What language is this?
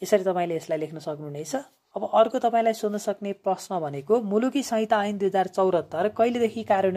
Nepali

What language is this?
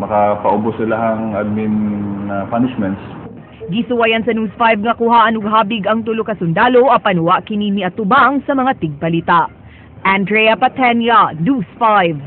Cebuano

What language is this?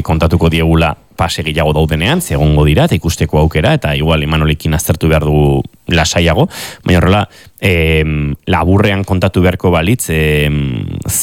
Basque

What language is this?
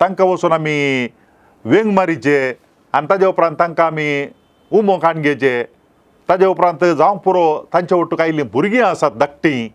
Konkani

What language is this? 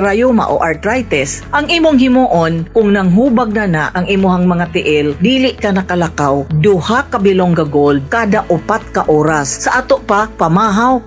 Cebuano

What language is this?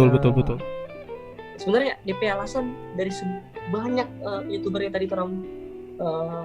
Manado Malay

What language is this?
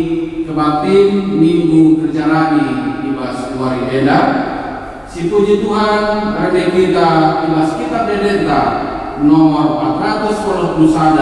Batak Karo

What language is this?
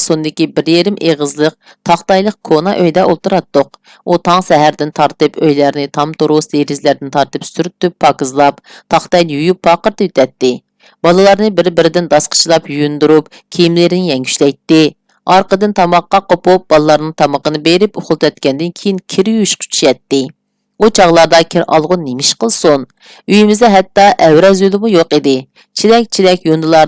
Uyghur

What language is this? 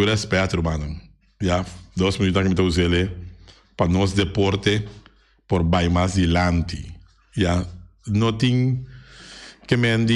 Papiamento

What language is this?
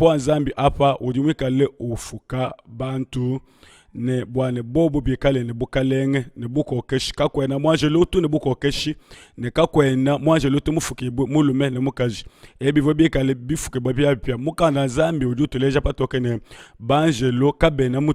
Luba-Lulua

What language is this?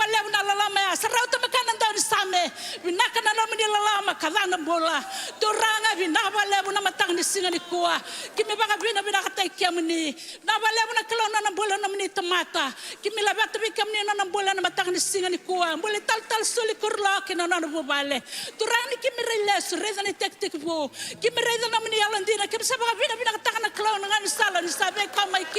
Fijian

